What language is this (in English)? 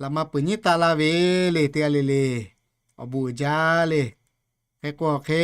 Lahu